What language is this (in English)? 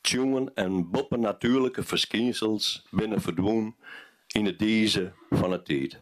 Western Frisian